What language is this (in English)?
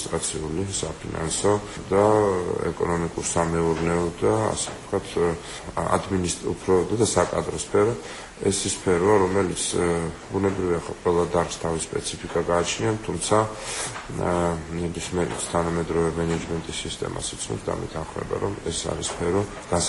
Georgian